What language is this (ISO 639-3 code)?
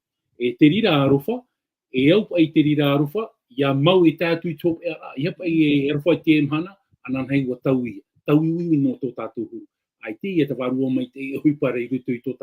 tah